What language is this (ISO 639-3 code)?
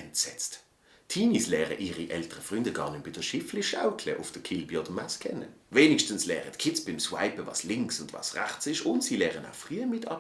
gsw